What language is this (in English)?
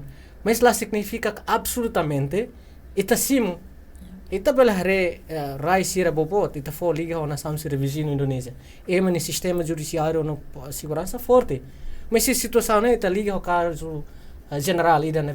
Tetum